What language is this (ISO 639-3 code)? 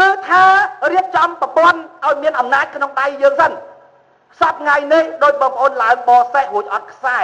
khm